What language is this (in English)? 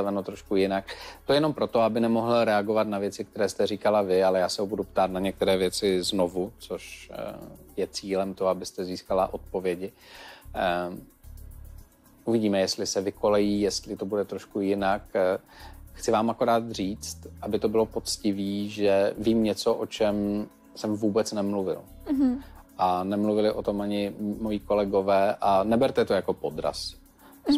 Czech